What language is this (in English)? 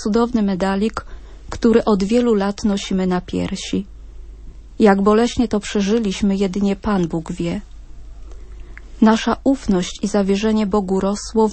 Polish